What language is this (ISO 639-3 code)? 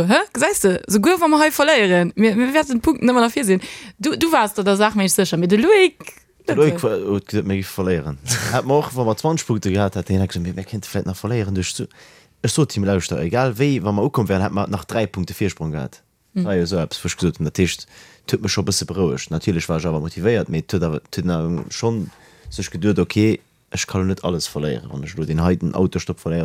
ltz